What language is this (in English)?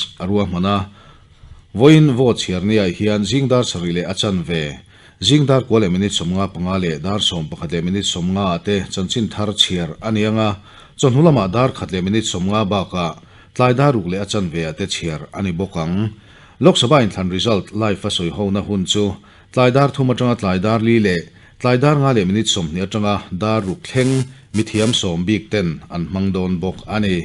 Mizo